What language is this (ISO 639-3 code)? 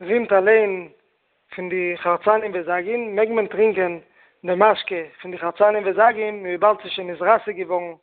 yid